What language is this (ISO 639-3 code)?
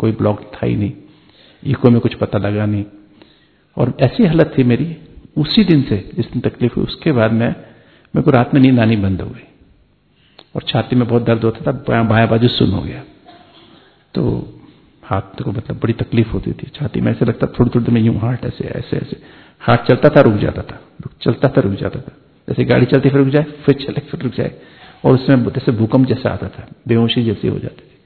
hin